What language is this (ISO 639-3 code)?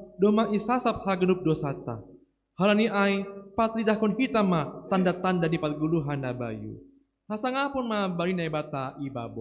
bts